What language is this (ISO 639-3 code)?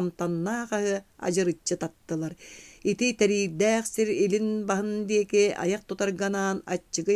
sah